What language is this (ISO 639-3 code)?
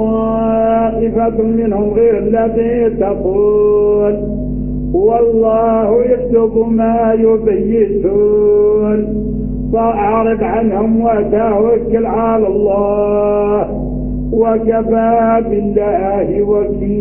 ara